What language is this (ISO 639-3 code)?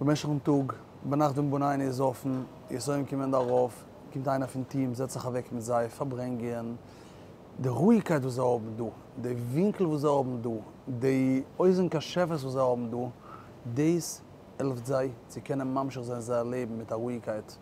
yid